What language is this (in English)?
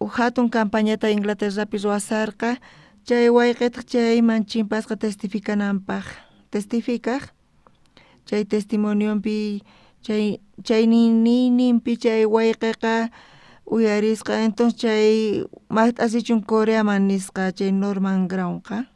South Bolivian Quechua